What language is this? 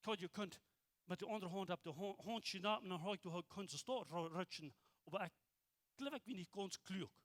Plautdietsch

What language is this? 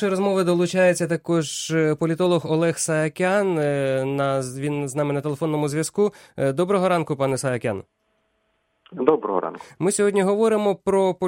Ukrainian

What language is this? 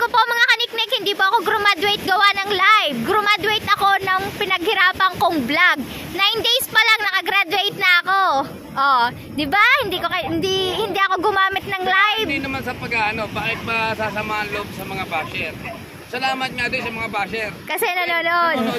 Filipino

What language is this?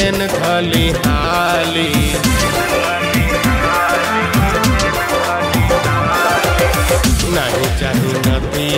Bhojpuri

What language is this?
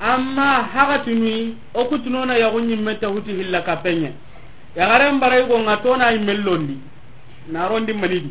Soninke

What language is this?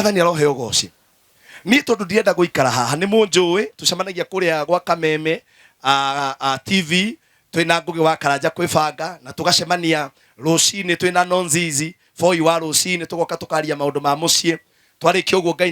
Kikuyu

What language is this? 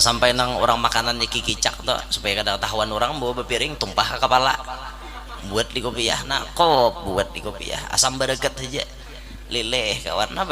Banjar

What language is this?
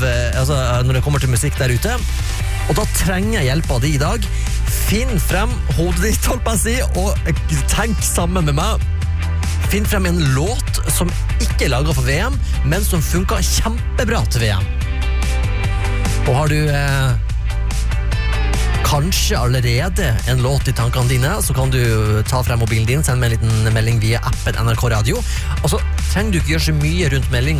Norwegian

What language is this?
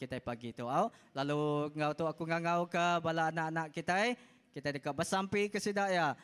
Iban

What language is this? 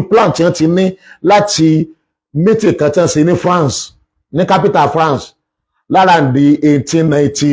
Yoruba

